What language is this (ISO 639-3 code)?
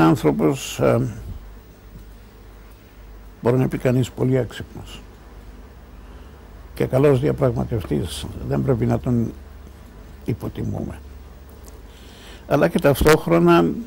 ell